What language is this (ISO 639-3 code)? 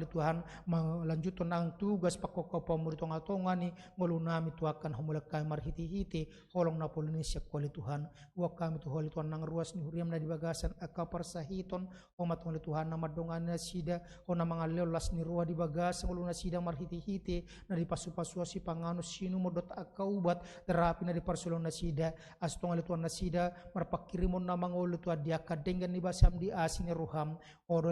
bbc